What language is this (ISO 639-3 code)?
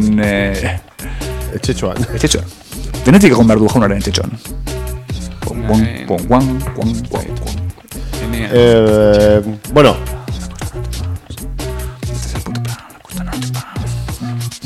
eus